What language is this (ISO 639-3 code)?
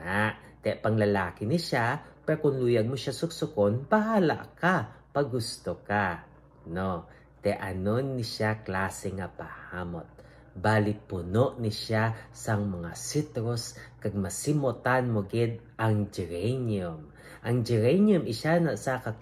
hil